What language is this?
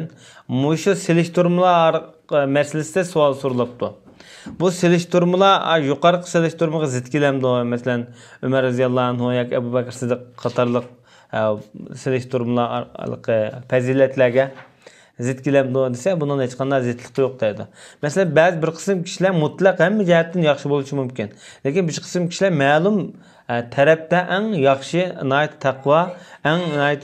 Uyghur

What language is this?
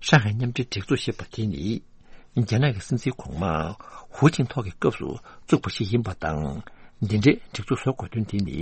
Tibetan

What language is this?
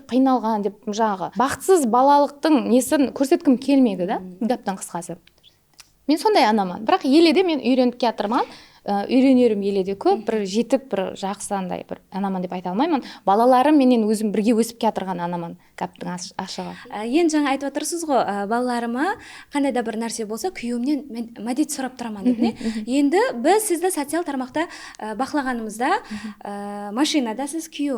Kara-Kalpak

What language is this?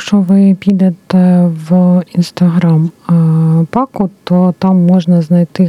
Ukrainian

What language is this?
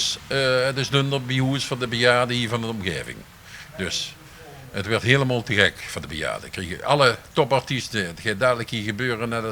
Limburgish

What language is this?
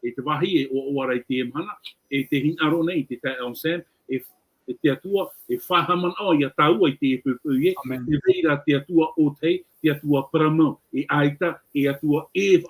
Tahitian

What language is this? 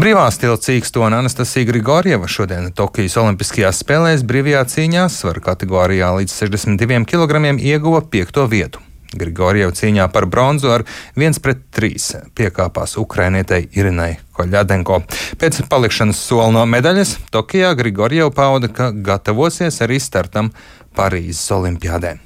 Latvian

